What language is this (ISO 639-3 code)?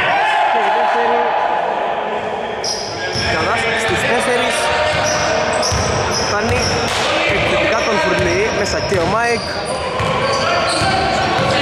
ell